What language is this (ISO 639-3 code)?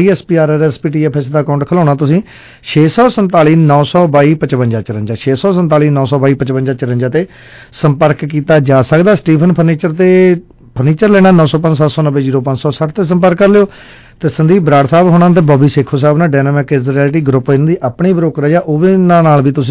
pan